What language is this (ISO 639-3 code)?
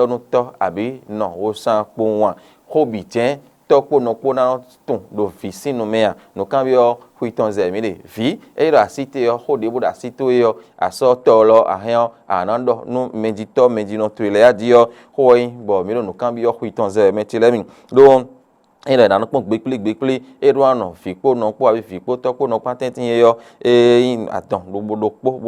fon